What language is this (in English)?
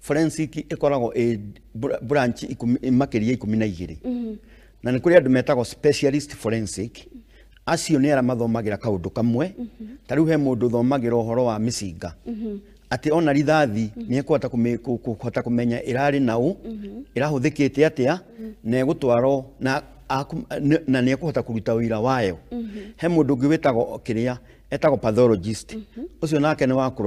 Kikuyu